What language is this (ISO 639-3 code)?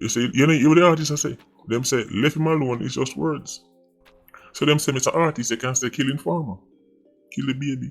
jam